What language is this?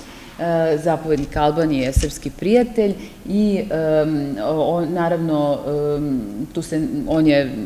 Serbian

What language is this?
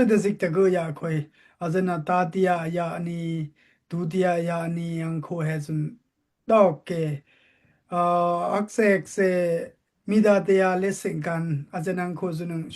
Daai Chin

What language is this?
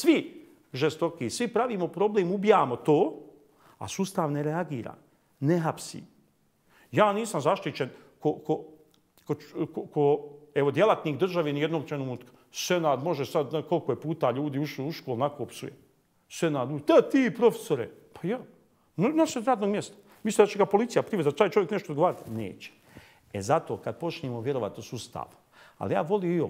Bosnian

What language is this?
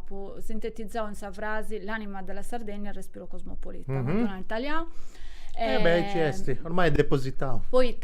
Sardinian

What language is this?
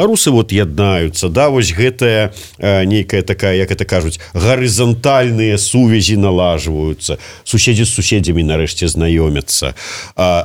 Belarusian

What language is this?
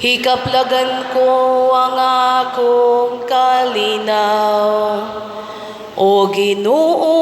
Cebuano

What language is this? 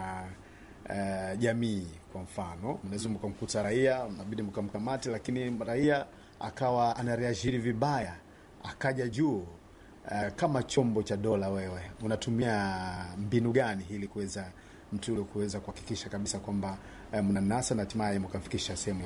Swahili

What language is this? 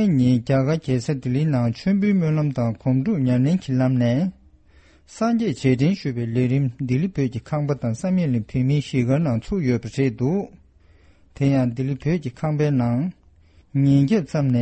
Tibetan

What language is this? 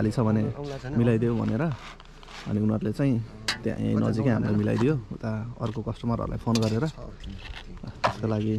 Nepali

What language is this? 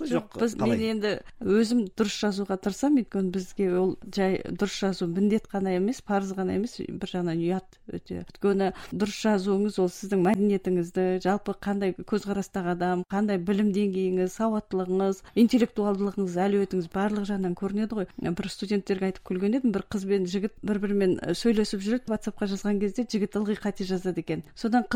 Kazakh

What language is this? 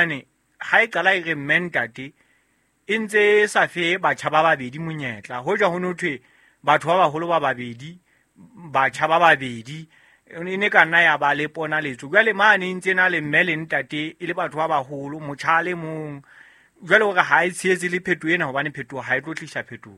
Southern Sotho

